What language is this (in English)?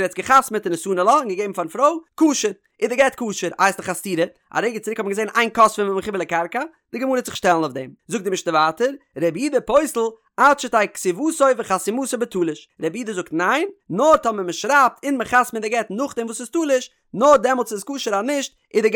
Yiddish